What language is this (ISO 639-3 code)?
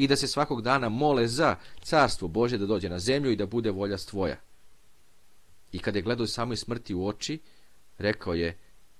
srp